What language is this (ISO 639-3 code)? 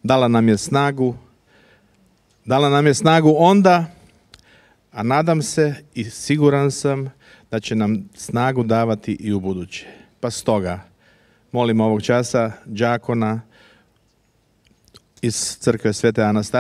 hrv